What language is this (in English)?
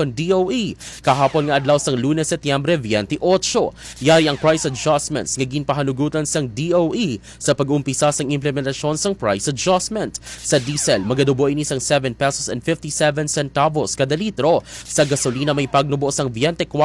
Hiligaynon